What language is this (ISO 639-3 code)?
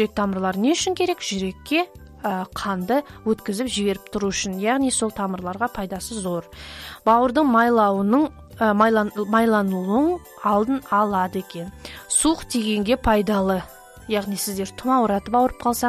kaz